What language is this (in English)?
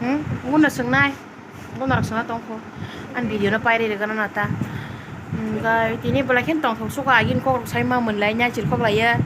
Kok Borok